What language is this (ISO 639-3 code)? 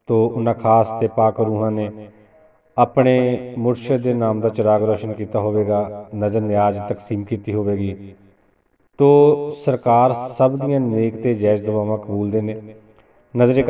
pan